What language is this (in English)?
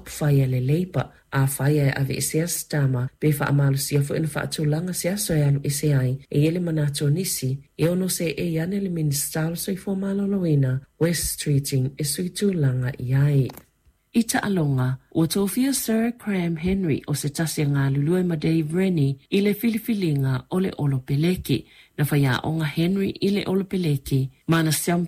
Samoan